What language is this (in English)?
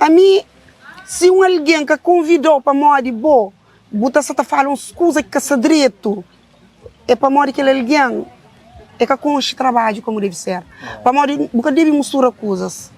Kabuverdianu